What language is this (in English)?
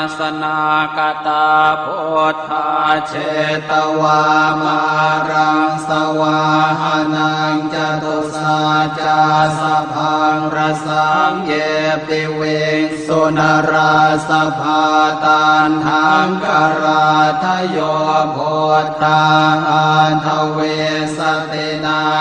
Pali